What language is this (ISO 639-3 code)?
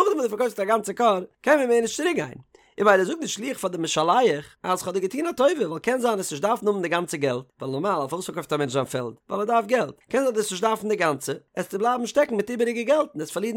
yid